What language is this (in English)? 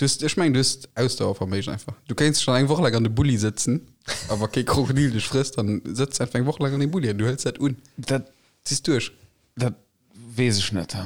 Luxembourgish